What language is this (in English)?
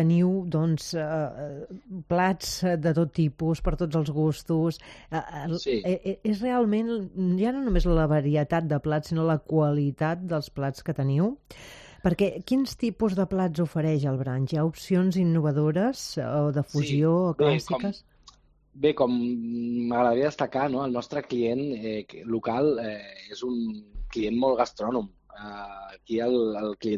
Catalan